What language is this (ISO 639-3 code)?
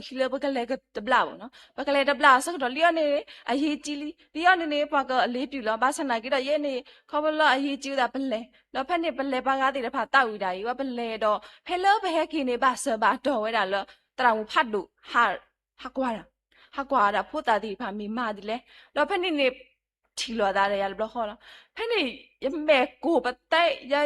ksw